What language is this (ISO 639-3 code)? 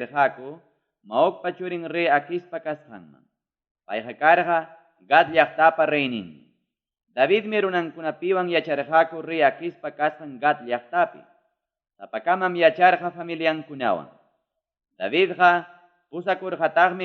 quy